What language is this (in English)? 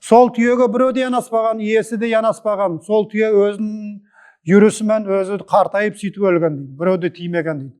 Nogai